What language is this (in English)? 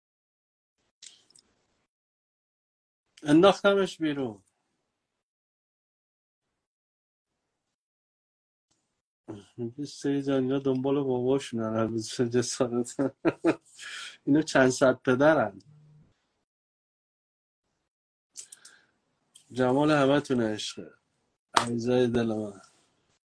Persian